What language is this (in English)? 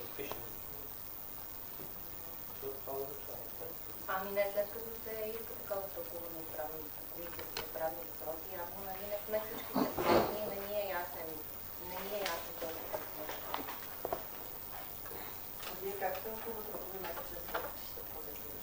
Bulgarian